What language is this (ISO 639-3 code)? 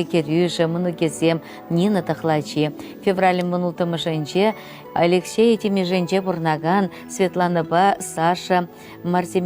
chv